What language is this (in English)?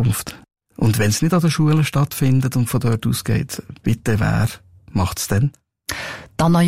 German